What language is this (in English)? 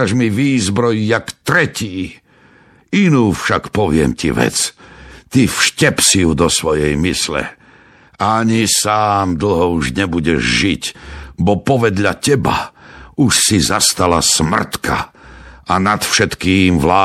Slovak